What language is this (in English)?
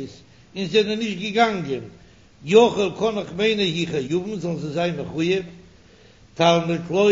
Yiddish